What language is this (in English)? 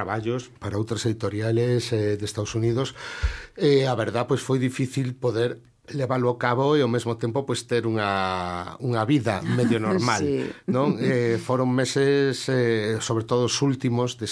Galician